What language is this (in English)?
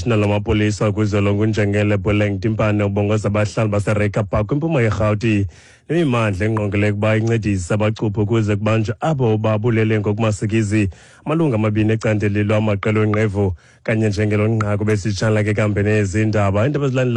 Xhosa